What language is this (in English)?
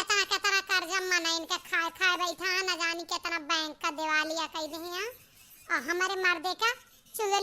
Awadhi